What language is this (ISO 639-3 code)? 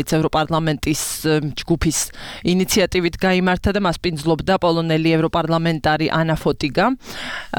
kat